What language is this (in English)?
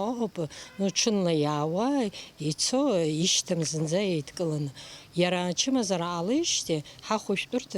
Abkhazian